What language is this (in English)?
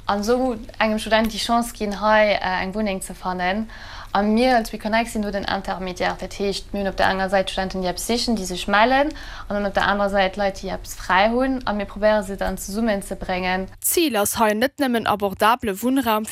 Luxembourgish